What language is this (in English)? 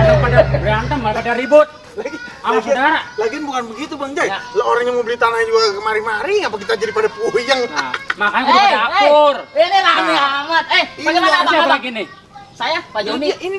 Betawi